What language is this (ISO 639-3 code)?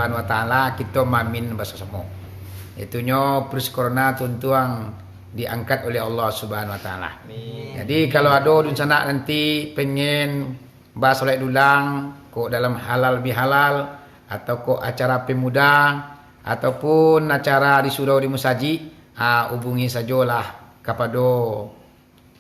min